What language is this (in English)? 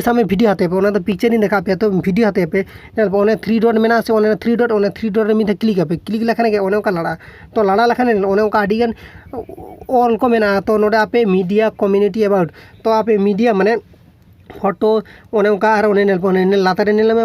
Santali